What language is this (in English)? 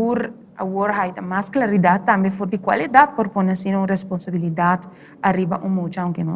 Papiamento